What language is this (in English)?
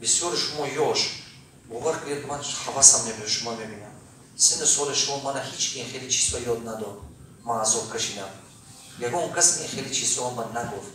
Tajik